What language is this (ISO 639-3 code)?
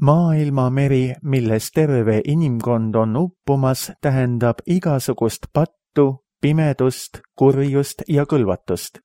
est